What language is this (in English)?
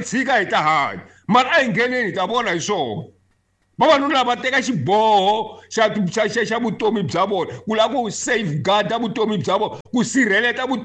Tsonga